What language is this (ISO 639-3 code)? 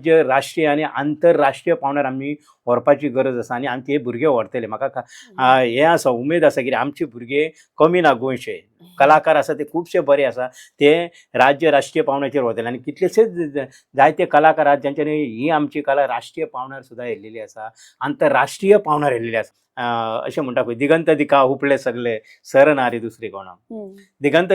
kok